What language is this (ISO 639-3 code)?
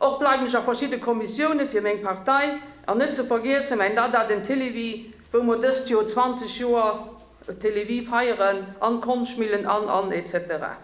ltz